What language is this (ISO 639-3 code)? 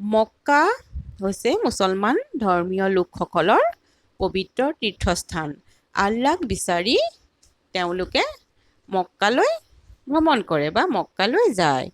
asm